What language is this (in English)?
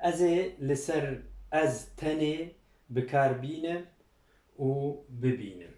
Kurdish